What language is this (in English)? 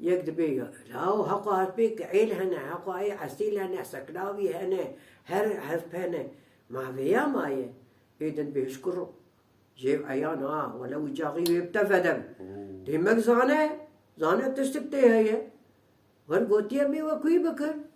Kurdish